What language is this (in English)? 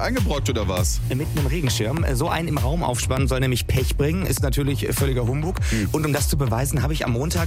German